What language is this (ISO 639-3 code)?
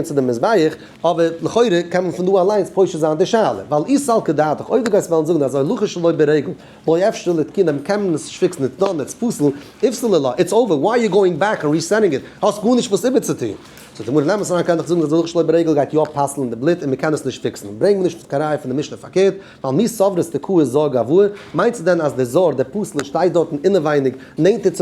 yid